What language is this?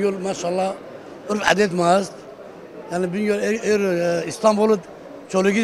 Zaza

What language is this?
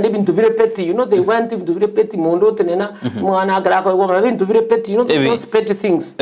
Gusii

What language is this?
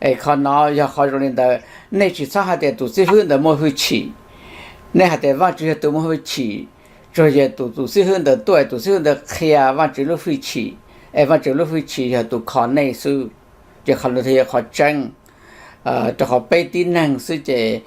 Hmong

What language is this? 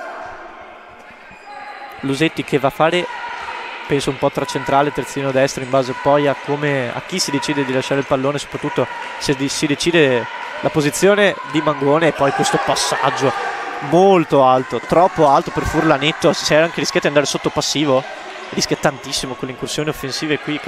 Italian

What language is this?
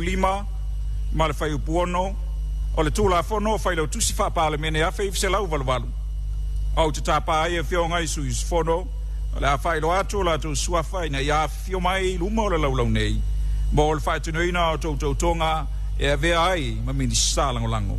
Samoan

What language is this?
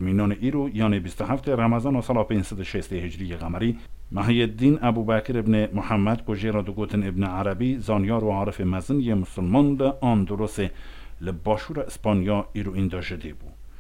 Kurdish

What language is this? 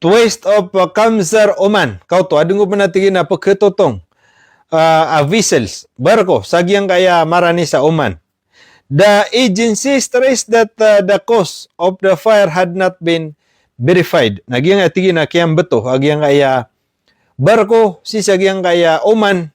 Maranao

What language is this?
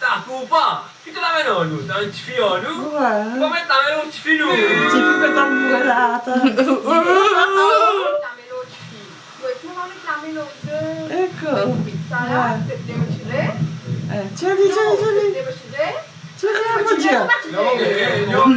Morisyen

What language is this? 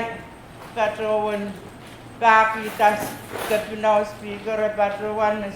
Pohnpeian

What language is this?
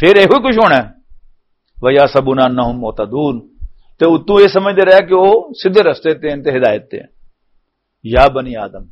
Western Panjabi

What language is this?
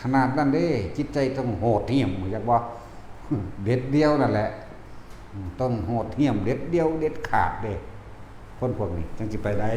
Northeastern Thai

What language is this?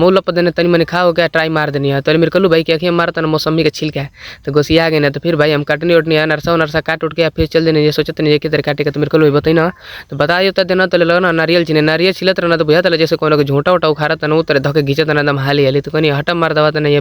Bhojpuri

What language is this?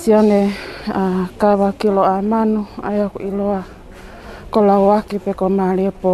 Tongan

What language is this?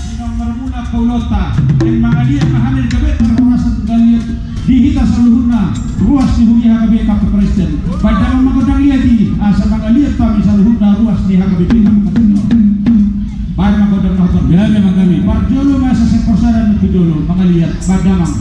Batak Toba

